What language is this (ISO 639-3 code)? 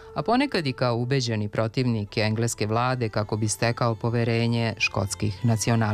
srp